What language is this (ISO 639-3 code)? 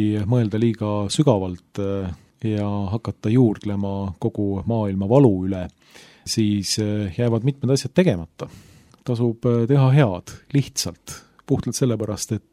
est